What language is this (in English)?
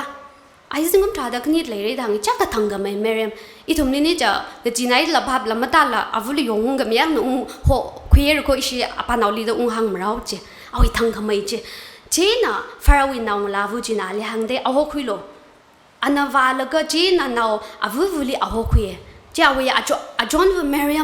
Tangkhul Naga (India)